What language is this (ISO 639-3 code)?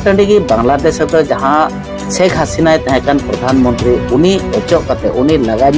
sat